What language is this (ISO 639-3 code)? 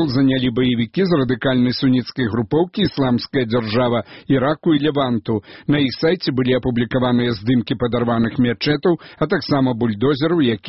bel